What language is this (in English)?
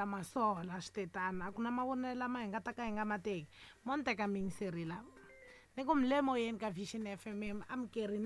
Tsonga